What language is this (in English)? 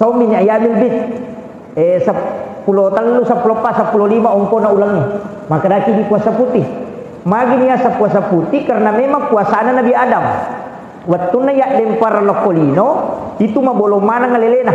Buginese